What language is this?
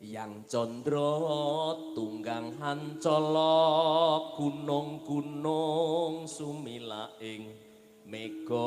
Javanese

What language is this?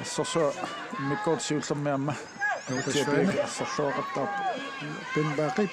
Kalaallisut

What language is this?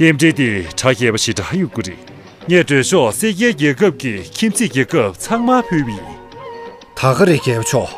Tibetan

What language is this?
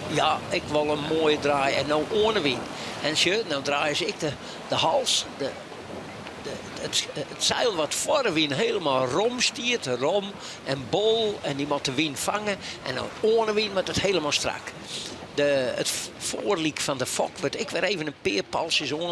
Western Frisian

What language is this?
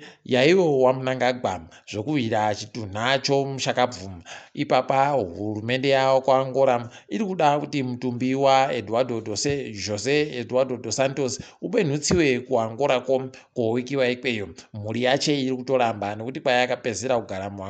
Ndau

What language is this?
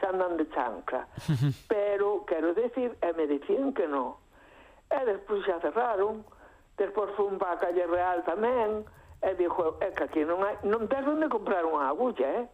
Galician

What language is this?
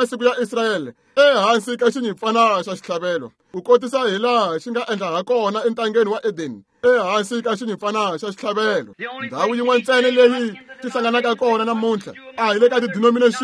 Tsonga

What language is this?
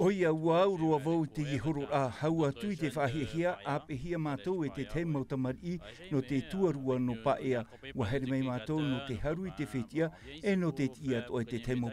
Tahitian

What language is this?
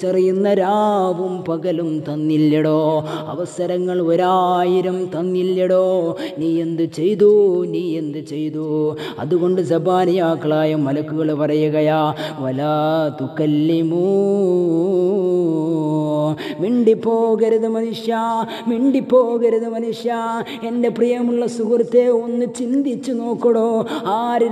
Malayalam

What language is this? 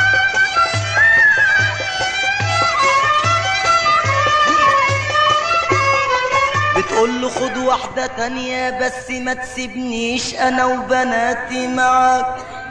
Egyptian Arabic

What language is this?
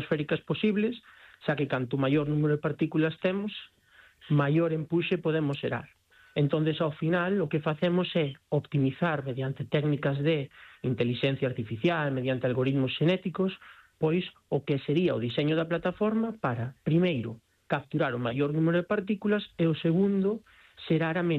Galician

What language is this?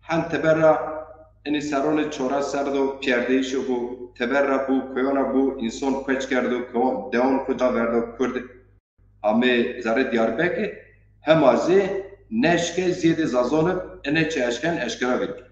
Zaza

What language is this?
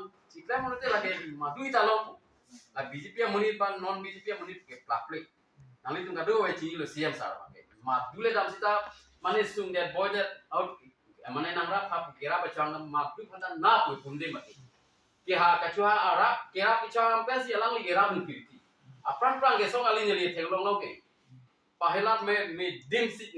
Karbi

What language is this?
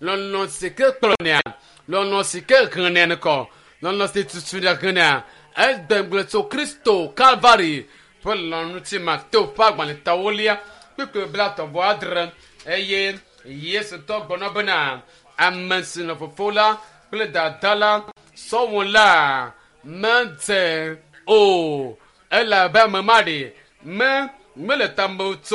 Ewe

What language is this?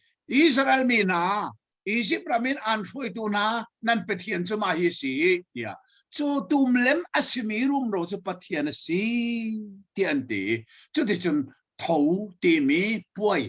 Hakha Chin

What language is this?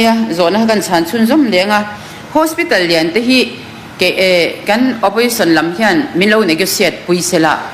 Mizo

